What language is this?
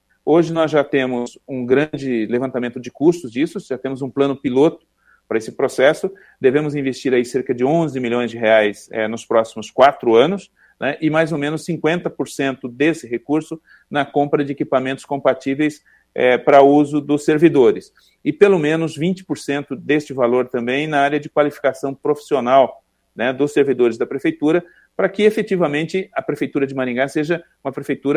Portuguese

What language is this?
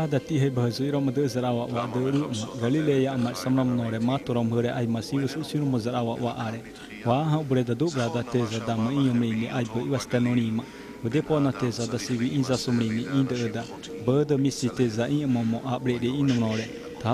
Xavánte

